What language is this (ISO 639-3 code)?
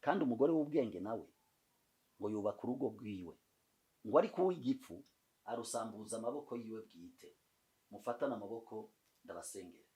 run